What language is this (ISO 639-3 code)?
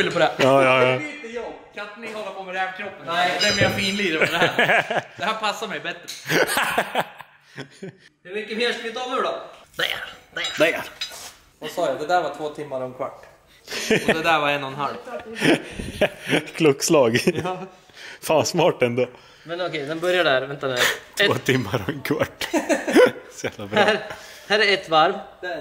swe